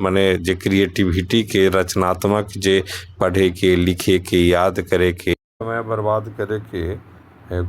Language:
Magahi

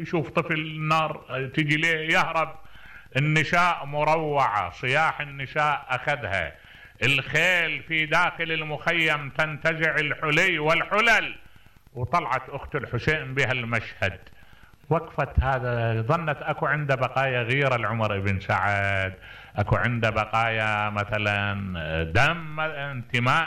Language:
Mesopotamian Arabic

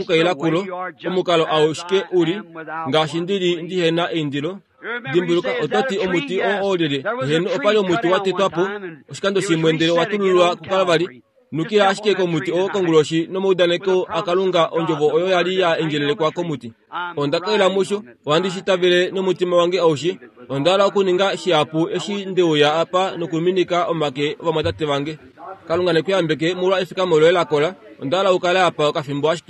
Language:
Kuanyama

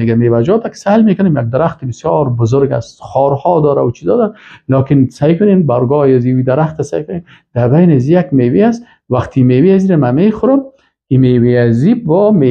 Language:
Persian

